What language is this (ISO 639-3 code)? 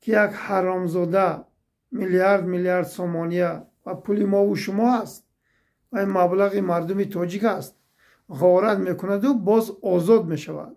tgk